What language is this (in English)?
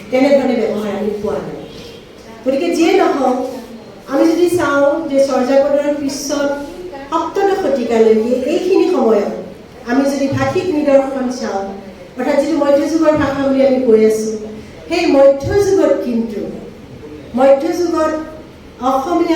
Assamese